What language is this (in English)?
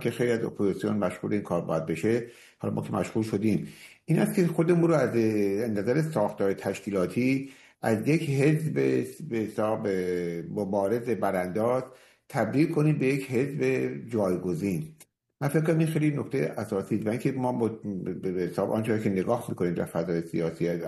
Persian